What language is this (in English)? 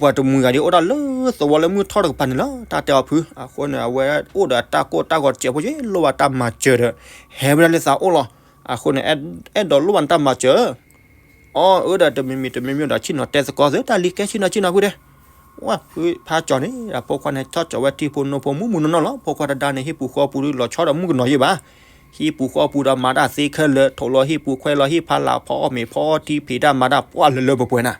S'gaw Karen